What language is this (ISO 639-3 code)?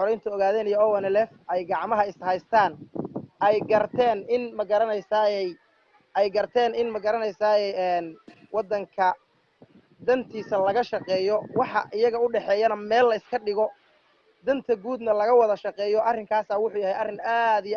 som